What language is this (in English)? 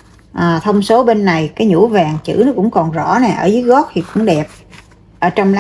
Vietnamese